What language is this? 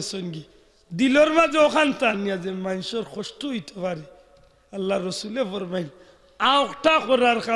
Sylheti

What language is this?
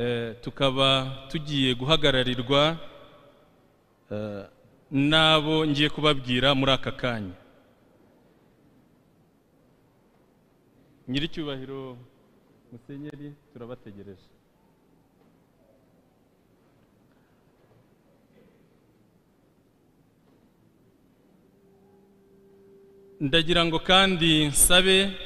Kinyarwanda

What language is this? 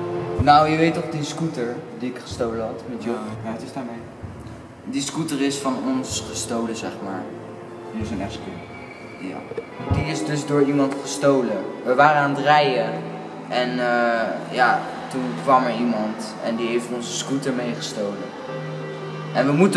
Dutch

